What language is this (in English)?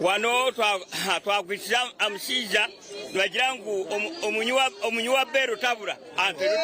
Nyankole